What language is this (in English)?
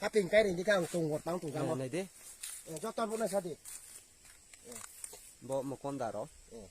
Riang (India)